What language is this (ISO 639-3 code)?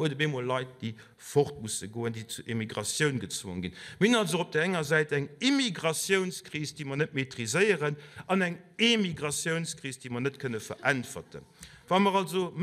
ltz